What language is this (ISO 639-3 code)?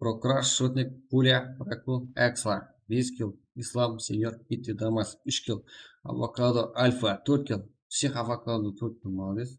kaa